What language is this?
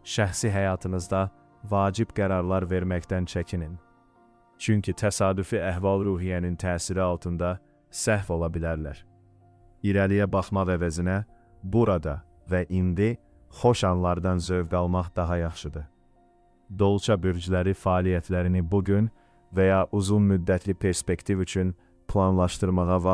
Azerbaijani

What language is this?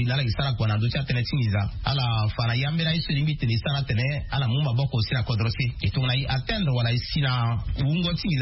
Sango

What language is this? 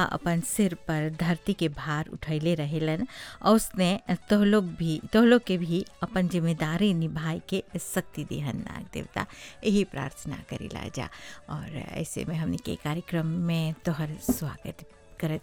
Bhojpuri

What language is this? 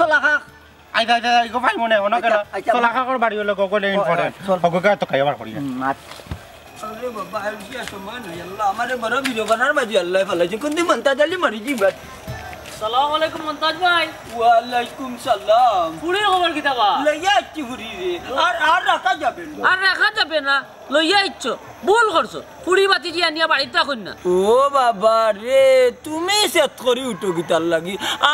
Sylheti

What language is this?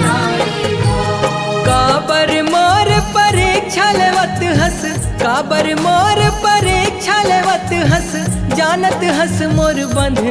Chhattisgarhi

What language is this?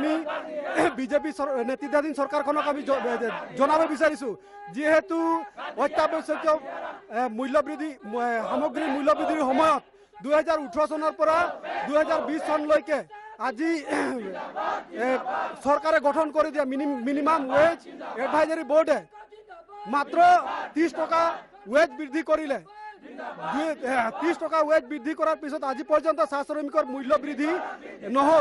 Assamese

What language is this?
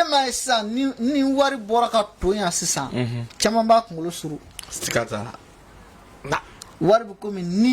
Bambara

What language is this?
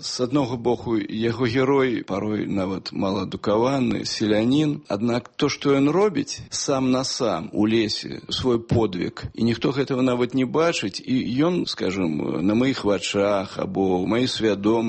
Belarusian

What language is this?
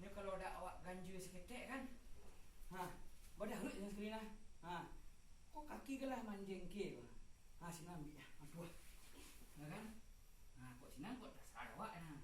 Minangkabau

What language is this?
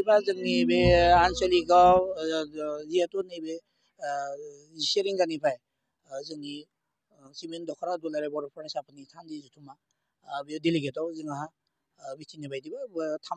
Bodo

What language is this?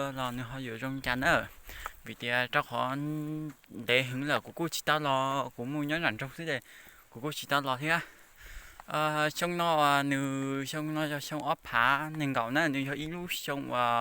Hmong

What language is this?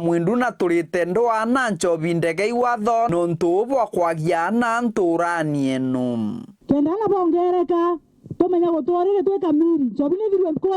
Meru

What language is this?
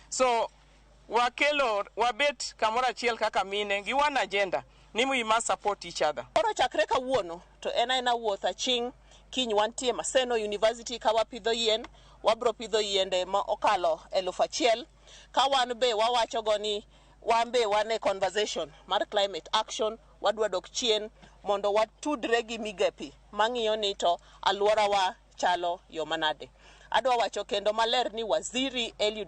Luo (Kenya and Tanzania)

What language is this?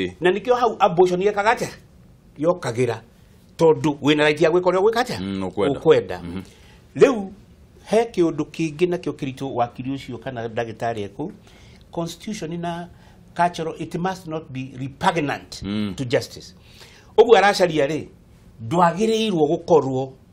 Kikuyu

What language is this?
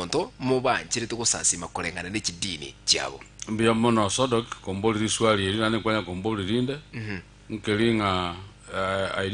Gusii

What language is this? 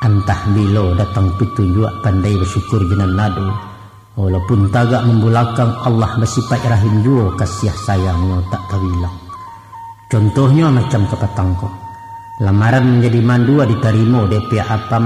Minangkabau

